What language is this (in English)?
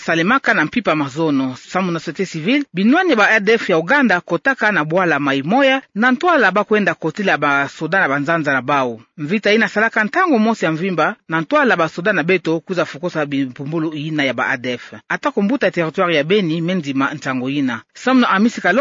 Kituba (Democratic Republic of Congo)